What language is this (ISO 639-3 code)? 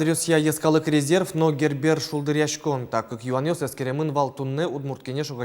udm